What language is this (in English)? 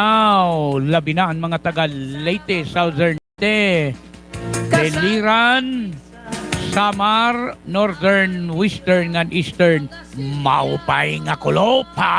Waray